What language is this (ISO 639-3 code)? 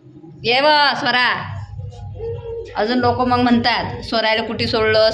mar